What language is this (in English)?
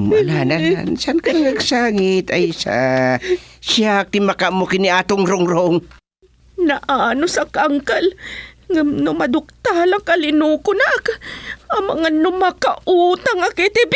Iloko